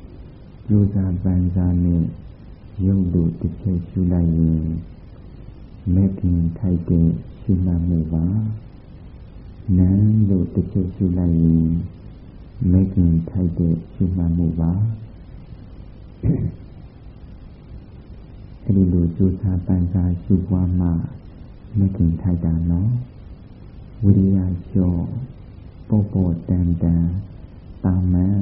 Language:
Burmese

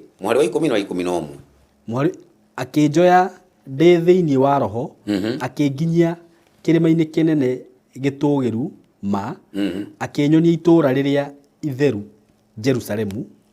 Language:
Kikuyu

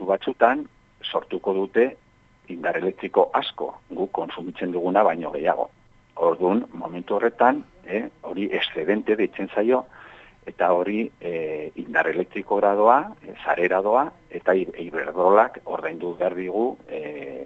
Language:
Basque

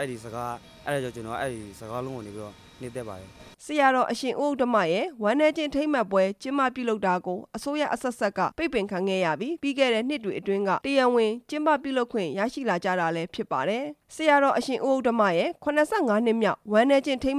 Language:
Burmese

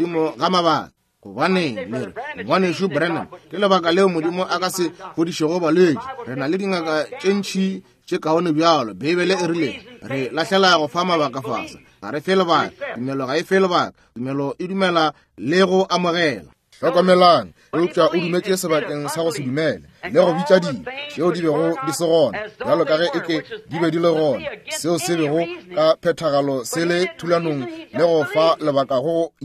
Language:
Northern Sotho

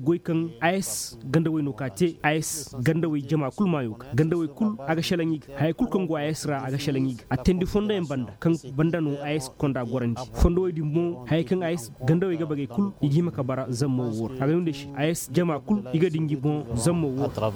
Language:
Koyraboro Senni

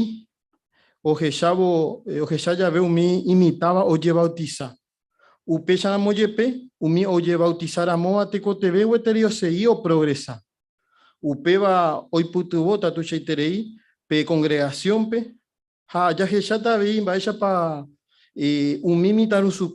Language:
Guarani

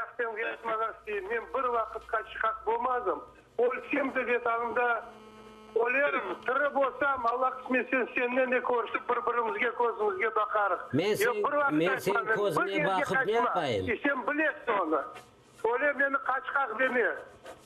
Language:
Crimean Tatar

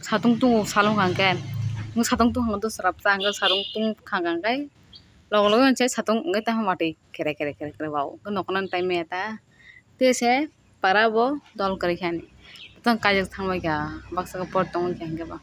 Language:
Kok Borok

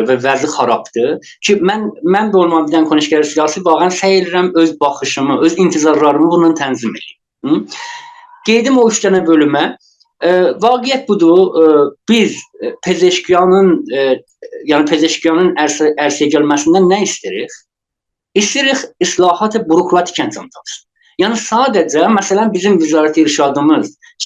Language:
South Azerbaijani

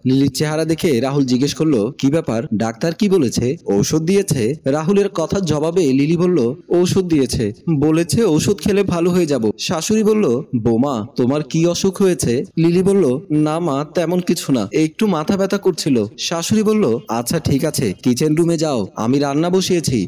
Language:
Bangla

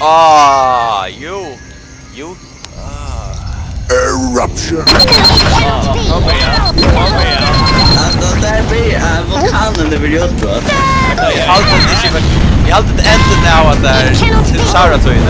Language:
Faroese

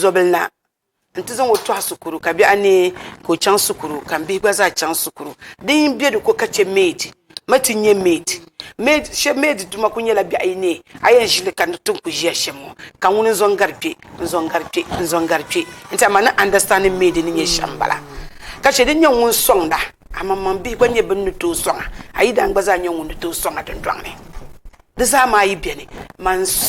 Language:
Dagbani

